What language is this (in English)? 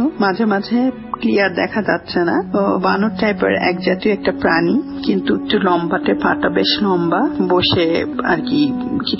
Bangla